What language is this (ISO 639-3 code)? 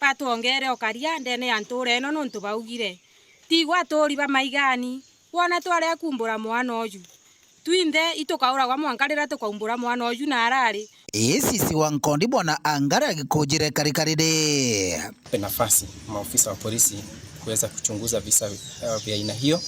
mer